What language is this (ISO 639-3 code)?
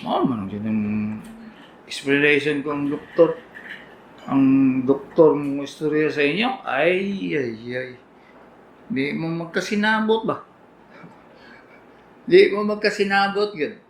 ceb